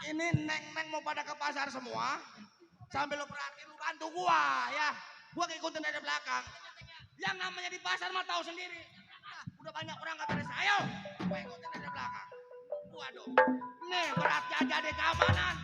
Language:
Betawi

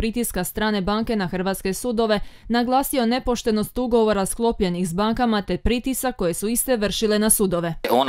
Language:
Croatian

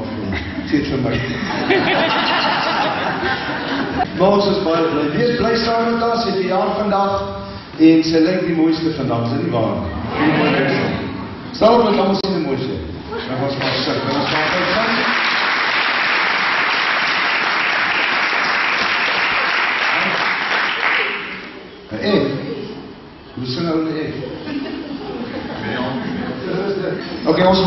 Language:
Afrikaans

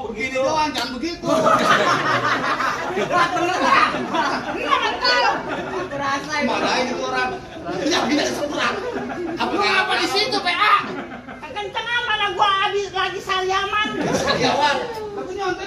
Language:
Betawi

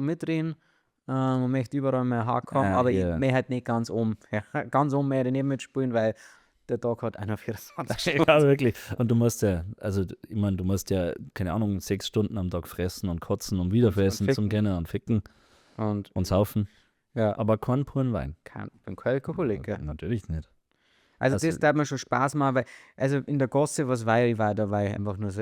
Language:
Bavarian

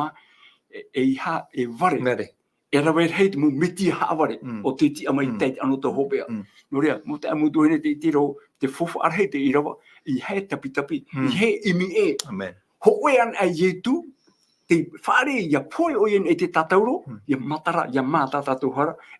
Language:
Tahitian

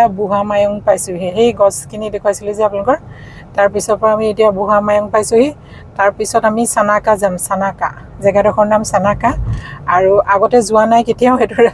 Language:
Assamese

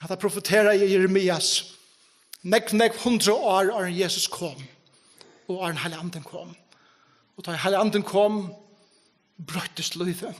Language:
Faroese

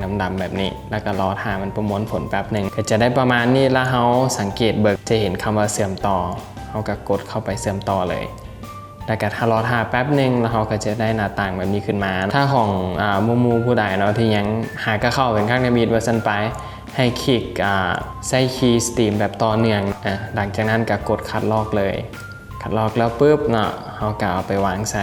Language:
Lao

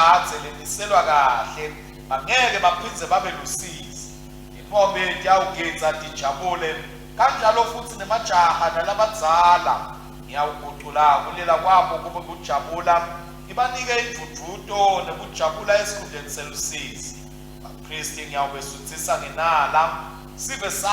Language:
Swati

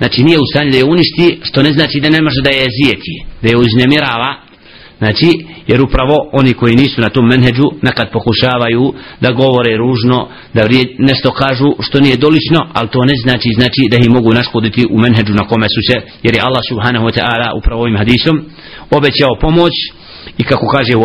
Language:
Bosnian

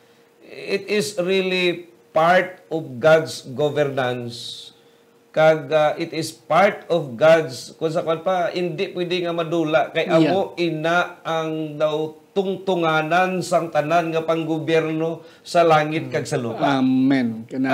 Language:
Hiligaynon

